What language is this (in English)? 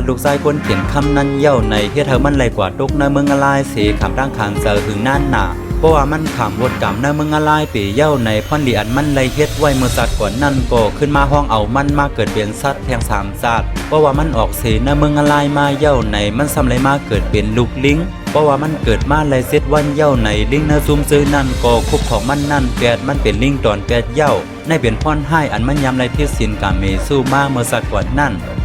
Shan